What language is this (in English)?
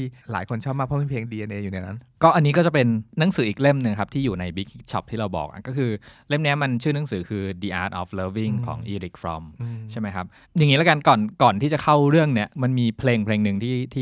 Thai